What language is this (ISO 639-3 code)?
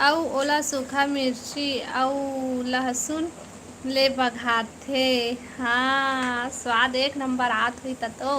hne